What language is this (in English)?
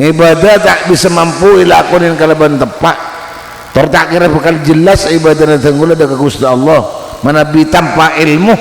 Madurese